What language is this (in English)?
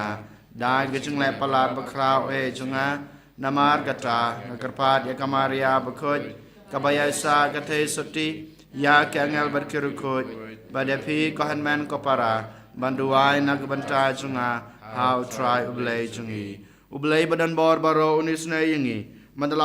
Khasi